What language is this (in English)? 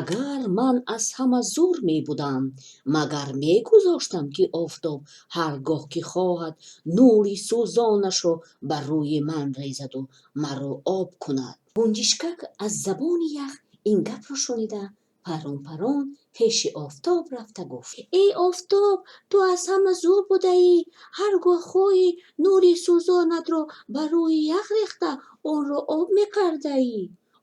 Tajik